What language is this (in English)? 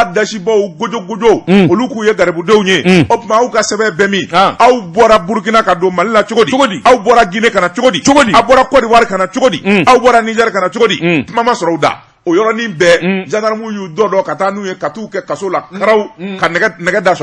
Bambara